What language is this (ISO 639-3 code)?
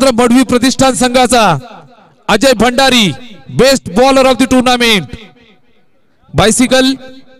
mar